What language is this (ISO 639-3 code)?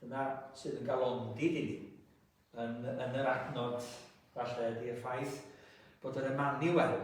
cym